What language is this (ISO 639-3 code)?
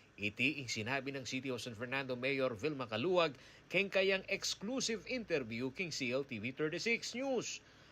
pam